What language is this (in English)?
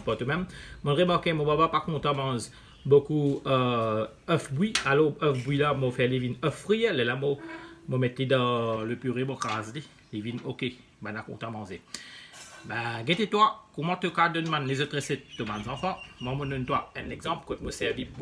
Morisyen